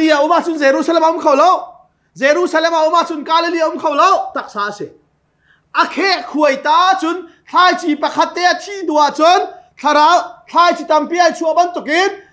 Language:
Hakha Chin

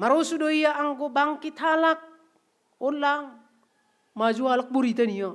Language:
Batak Simalungun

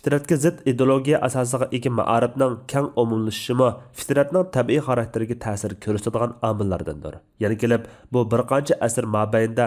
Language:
Uyghur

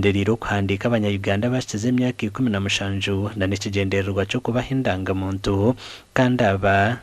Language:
Nyankole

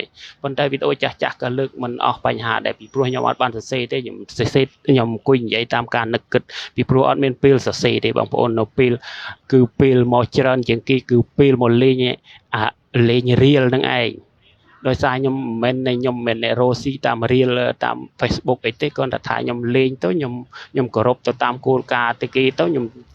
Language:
Khmer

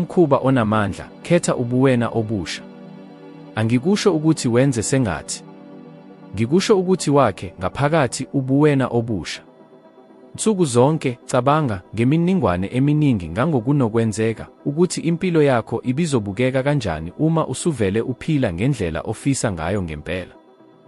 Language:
Zulu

